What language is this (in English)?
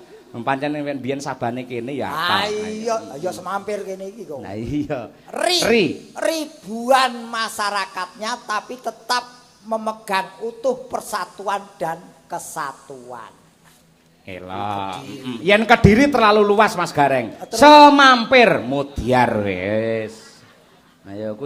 Javanese